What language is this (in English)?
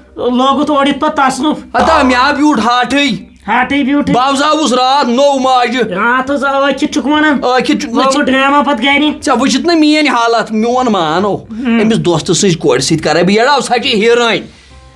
Kashmiri